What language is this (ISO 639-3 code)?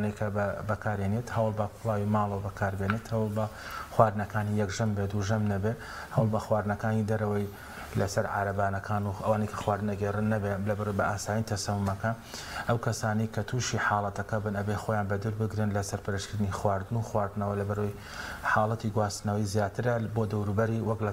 ckb